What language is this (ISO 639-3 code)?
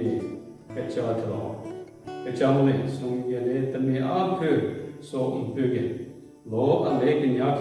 nre